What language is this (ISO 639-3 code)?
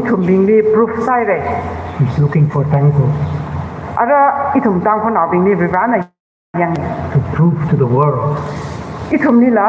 nmf